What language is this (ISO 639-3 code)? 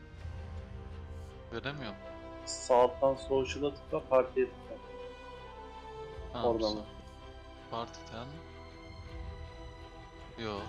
tur